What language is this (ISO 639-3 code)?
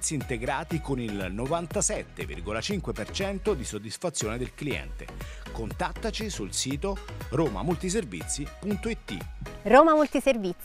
ita